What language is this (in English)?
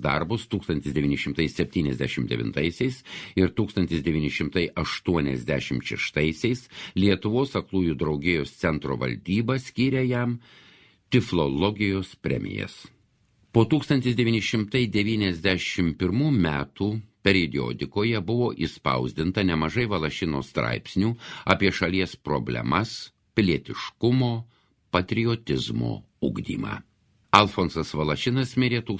Lithuanian